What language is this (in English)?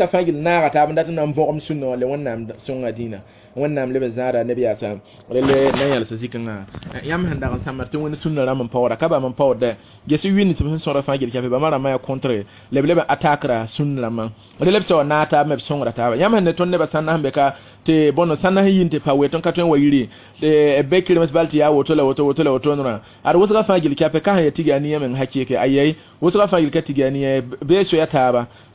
Mossi